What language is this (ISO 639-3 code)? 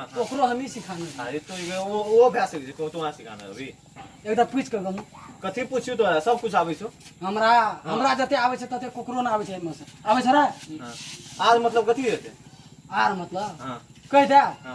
mai